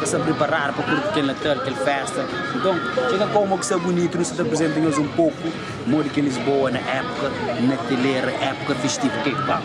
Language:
Kabuverdianu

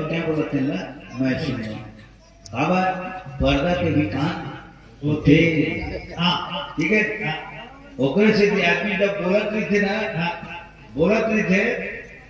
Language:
Chhattisgarhi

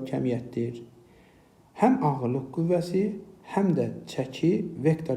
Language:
Azerbaijani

